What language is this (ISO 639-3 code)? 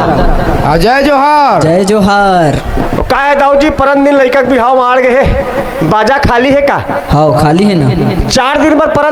hne